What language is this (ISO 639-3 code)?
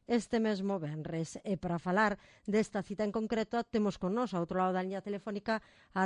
glg